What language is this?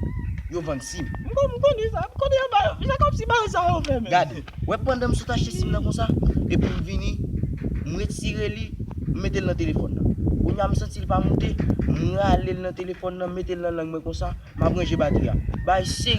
Haitian Creole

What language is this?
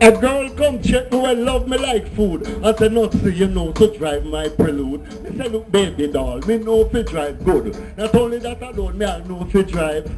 Jamaican Creole English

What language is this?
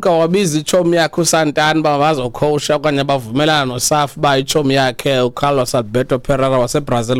Xhosa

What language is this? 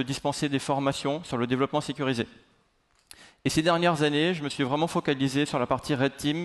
French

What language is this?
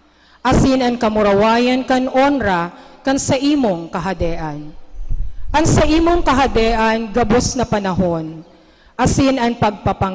Bikol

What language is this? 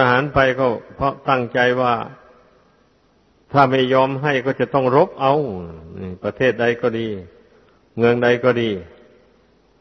Thai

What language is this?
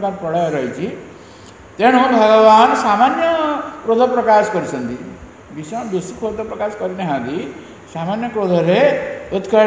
Odia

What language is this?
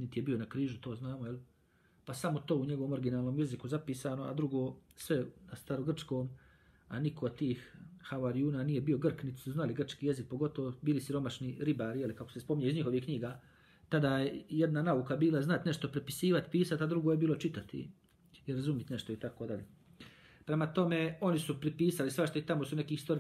Bosnian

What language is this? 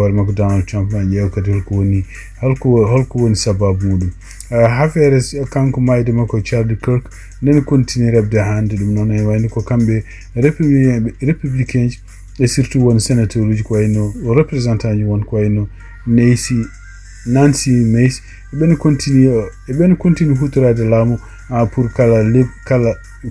Fula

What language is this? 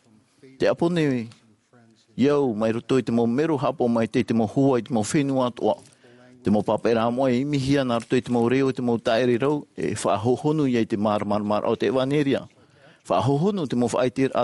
Tahitian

